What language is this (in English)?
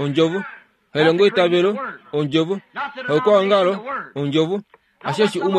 Kuanyama